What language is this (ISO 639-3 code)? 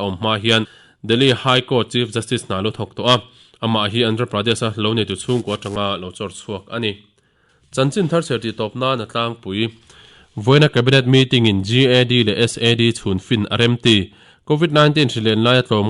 lus